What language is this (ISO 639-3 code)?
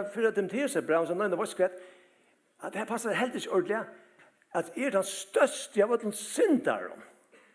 fao